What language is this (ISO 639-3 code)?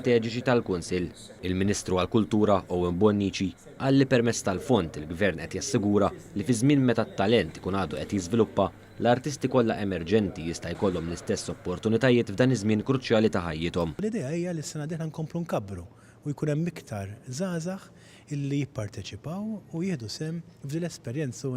mlt